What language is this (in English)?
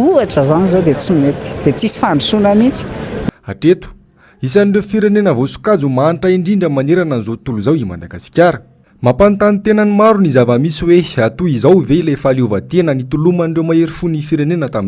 Malagasy